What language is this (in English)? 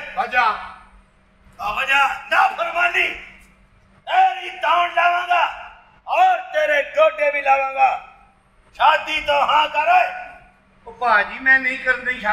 Punjabi